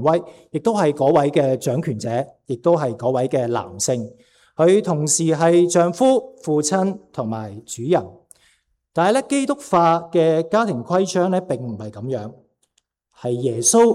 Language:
Cantonese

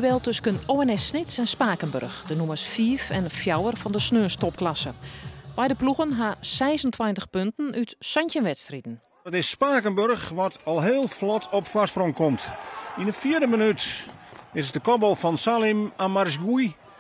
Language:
Western Frisian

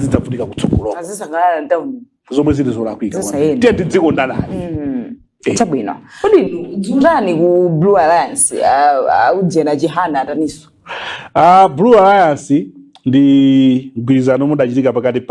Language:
Nyanja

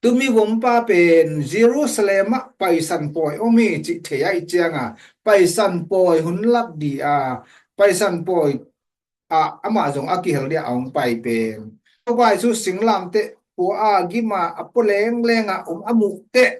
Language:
Tedim Chin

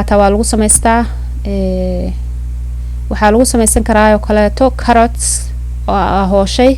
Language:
Somali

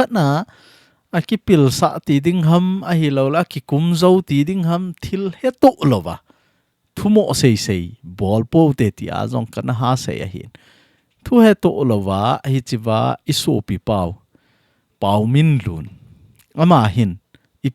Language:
Thado Chin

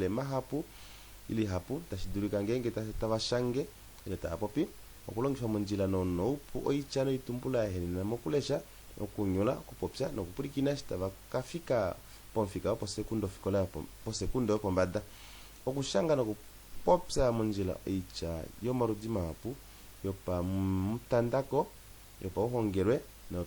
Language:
Kuanyama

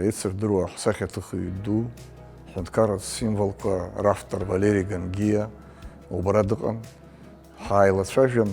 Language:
Abkhazian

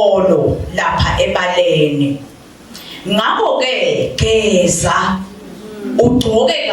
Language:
Swati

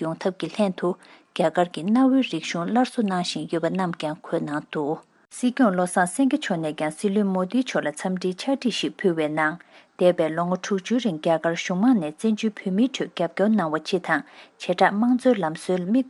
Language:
Tibetan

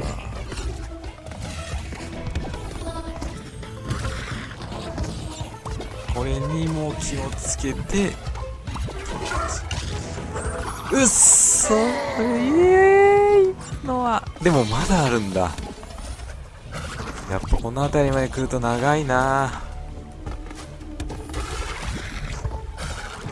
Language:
Japanese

